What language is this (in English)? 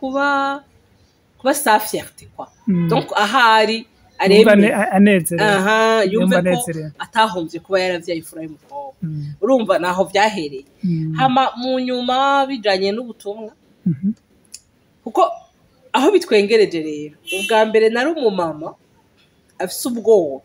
Rundi